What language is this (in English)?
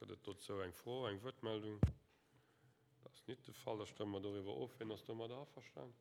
Luxembourgish